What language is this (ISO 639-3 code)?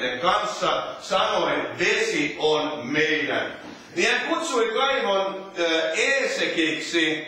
fin